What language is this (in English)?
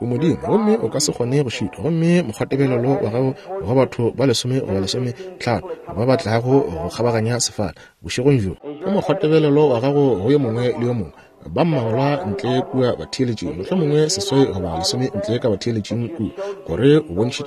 Northern Sotho